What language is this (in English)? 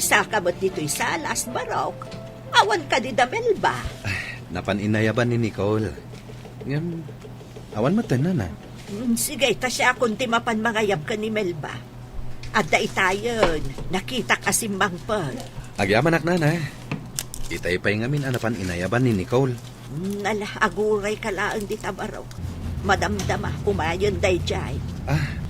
Iloko